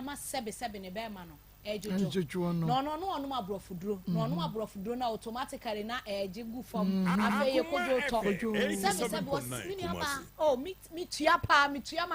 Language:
Akan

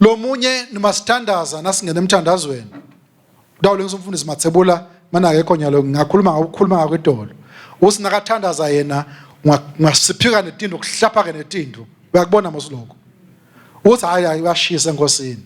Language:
Swati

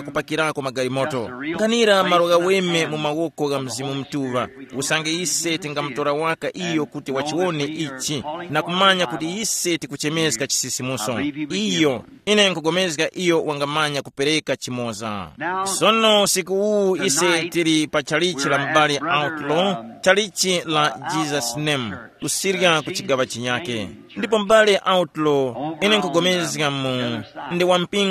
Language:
Tumbuka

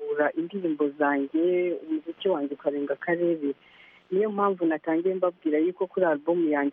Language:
Kinyarwanda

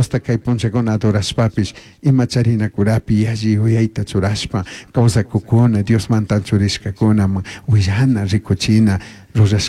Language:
Chimborazo Highland Quichua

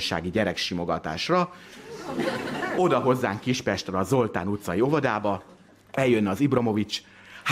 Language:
Hungarian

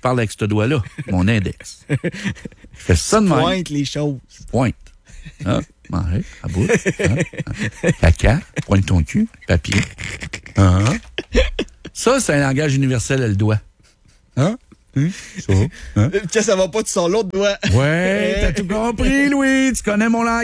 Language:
French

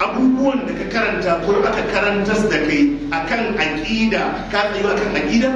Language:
Hausa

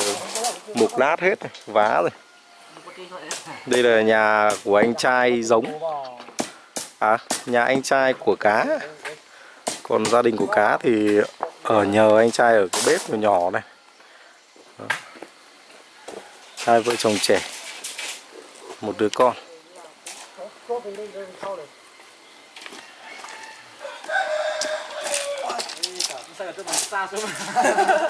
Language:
Vietnamese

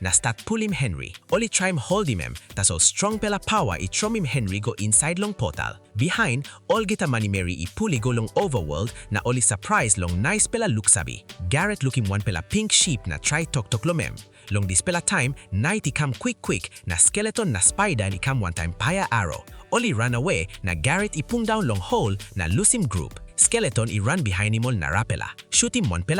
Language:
Tok Pisin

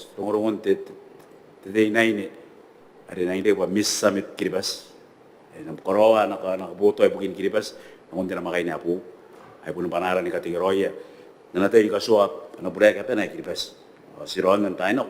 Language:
Gilbertese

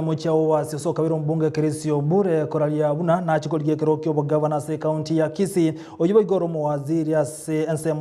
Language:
Gusii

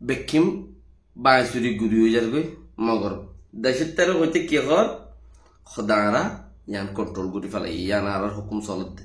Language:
Rohingya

